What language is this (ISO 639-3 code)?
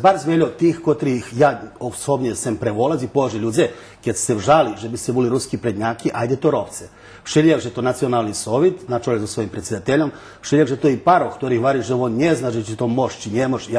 rue